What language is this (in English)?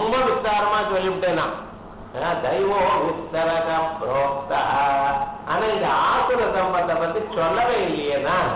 Tamil